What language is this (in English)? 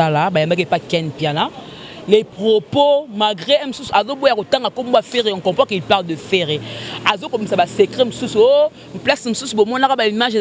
Lingala